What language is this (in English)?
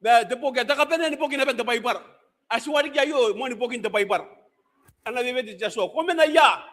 Gilbertese